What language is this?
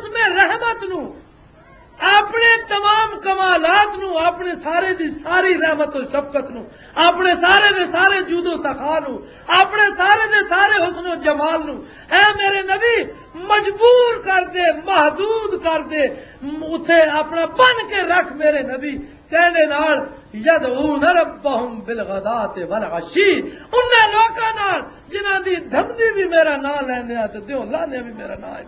Western Panjabi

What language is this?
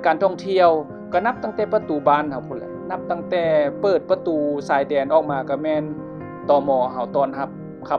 Lao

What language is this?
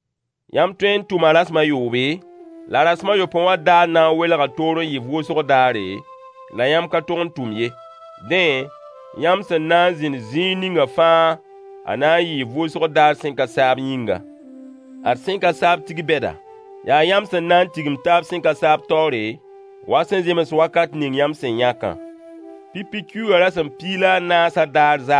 Mossi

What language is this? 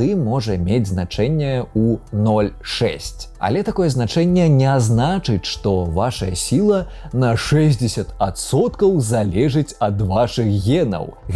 Belarusian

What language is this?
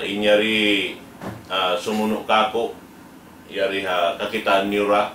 Tausug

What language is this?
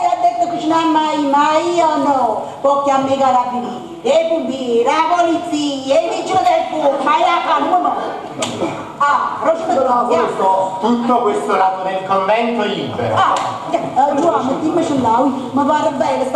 Neapolitan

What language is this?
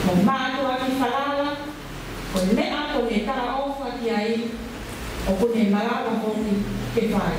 Tongan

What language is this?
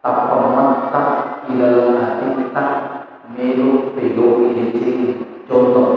Buginese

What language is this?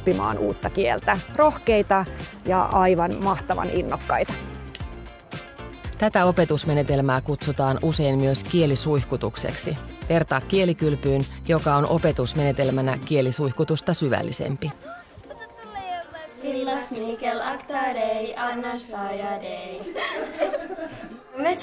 Finnish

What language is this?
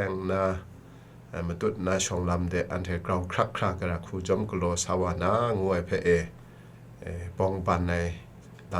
Kachin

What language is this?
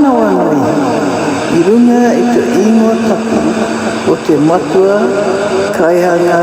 Māori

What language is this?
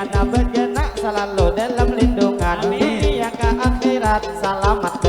Banjar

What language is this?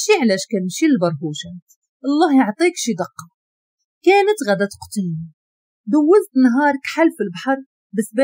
Moroccan Arabic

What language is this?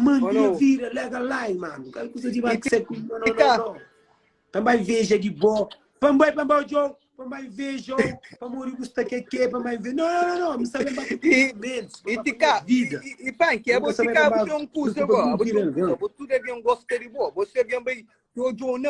Kabuverdianu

